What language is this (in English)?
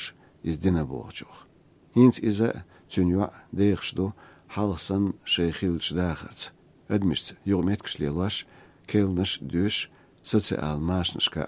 Chechen